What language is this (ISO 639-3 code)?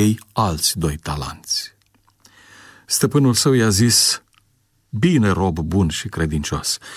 ron